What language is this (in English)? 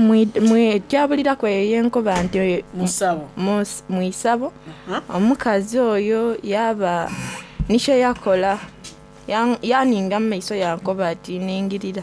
Soga